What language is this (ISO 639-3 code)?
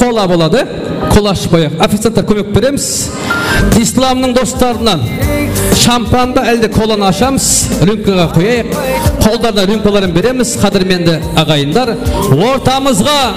kaa